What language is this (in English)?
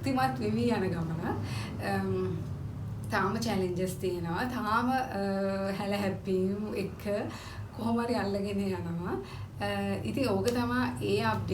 Sinhala